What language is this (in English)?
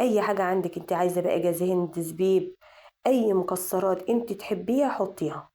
Egyptian Arabic